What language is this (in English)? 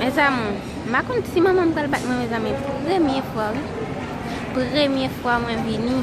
Haitian Creole